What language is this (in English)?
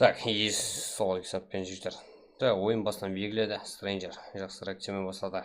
Kara-Kalpak